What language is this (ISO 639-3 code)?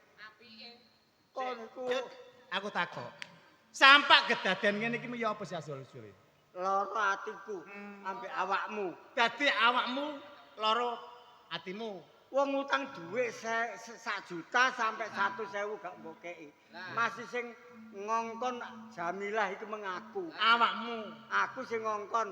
jav